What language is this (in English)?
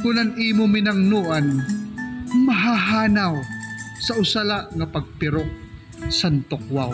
Waray